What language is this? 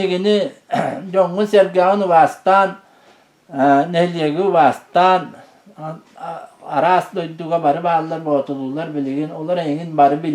Yakut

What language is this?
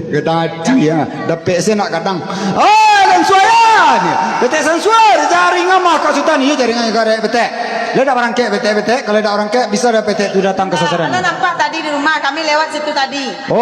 Minangkabau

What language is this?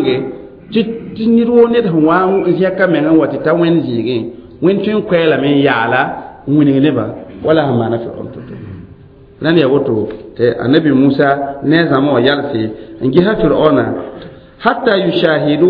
Mossi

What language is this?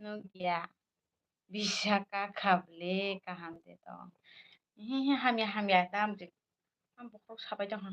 Kok Borok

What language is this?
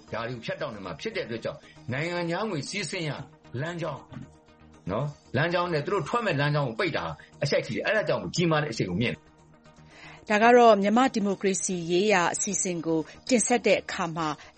Burmese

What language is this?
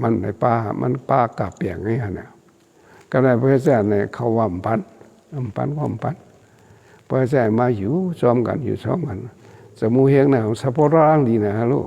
Shan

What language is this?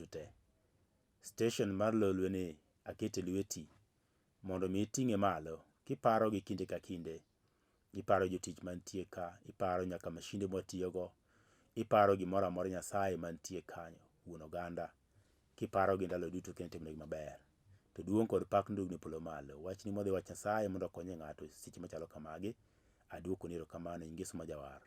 Luo (Kenya and Tanzania)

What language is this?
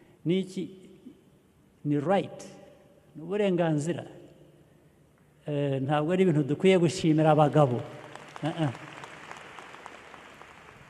Kinyarwanda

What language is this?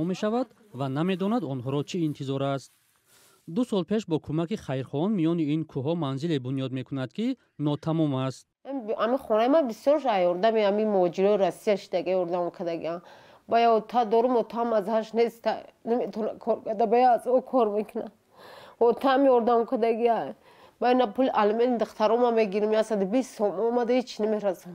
Tajik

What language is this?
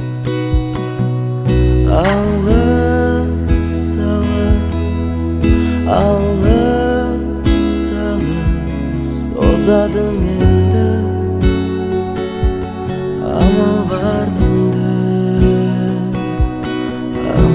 Kazakh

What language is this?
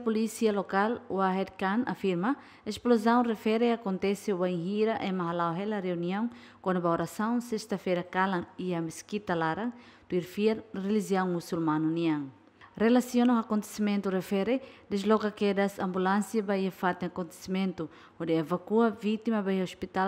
Tetum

